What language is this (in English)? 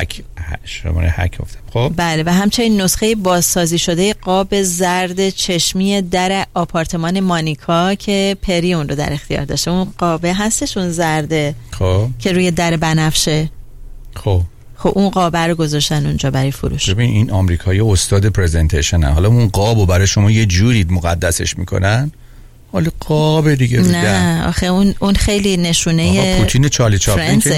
Persian